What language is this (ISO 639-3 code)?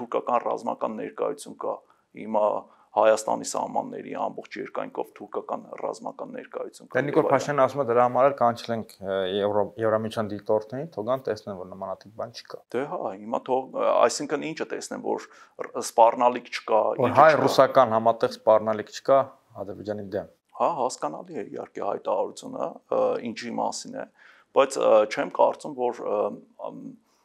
hye